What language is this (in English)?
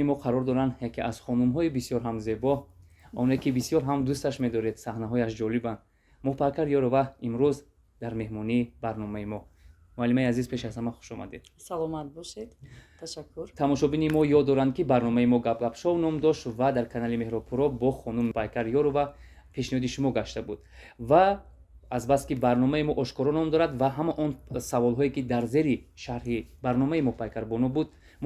Tajik